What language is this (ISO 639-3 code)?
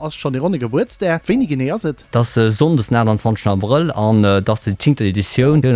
ltz